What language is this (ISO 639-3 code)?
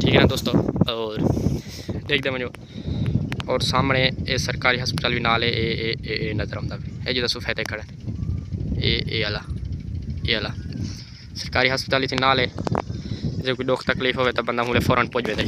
skr